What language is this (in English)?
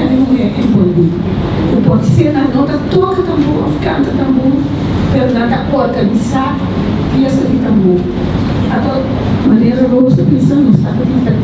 Papiamento